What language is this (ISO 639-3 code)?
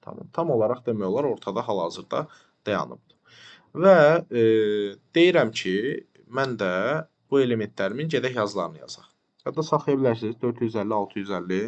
aze